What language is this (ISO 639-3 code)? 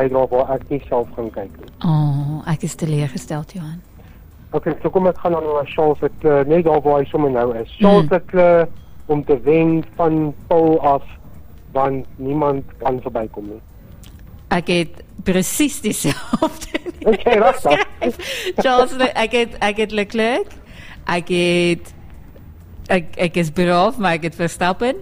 afr